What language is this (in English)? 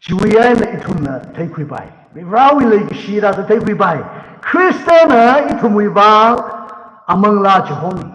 Tangkhul Naga (India)